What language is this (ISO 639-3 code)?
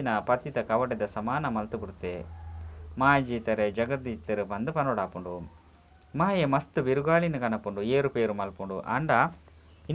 tcy